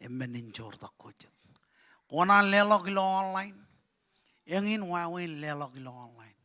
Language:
Marshallese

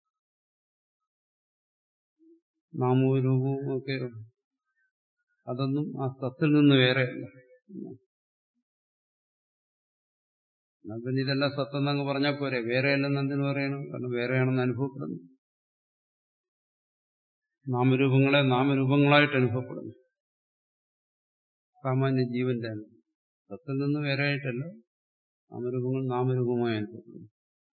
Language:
Malayalam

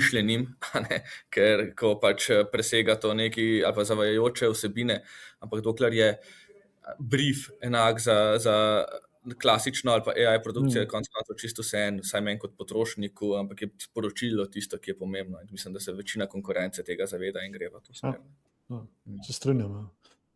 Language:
Slovenian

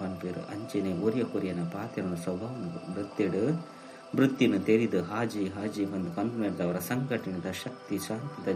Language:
Tulu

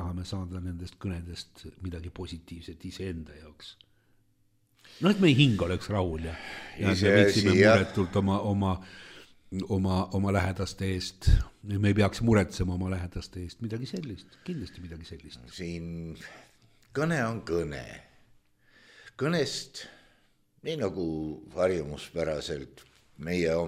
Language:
Estonian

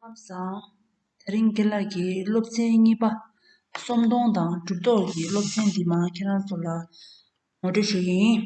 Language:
Tibetan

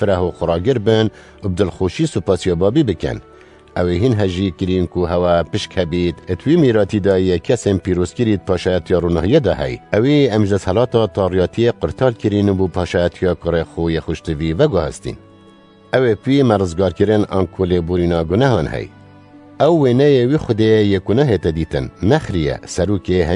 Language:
Kurdish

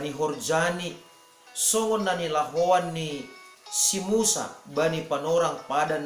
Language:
Batak Simalungun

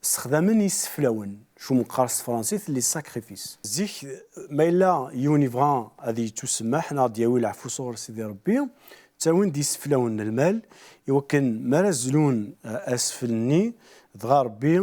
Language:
Kabyle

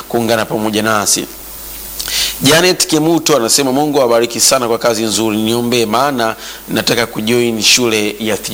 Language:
Swahili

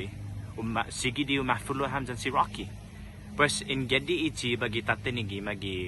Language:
Chamorro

